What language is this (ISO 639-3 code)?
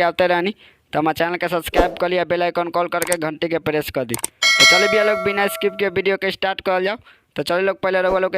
bho